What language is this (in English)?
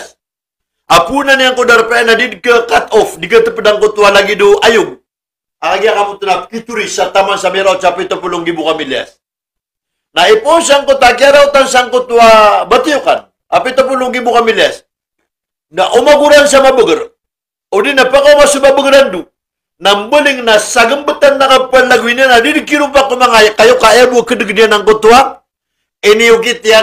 Maranao